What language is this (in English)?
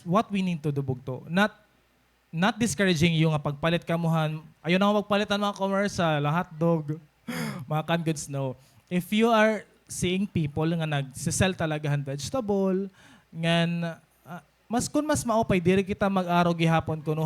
Waray